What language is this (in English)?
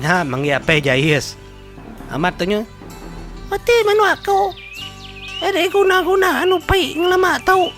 Iban